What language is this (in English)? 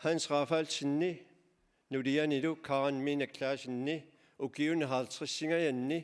Kalaallisut